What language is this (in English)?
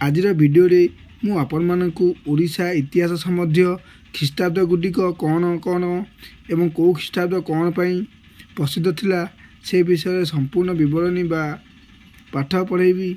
Odia